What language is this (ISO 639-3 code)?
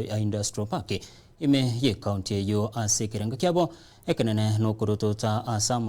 guz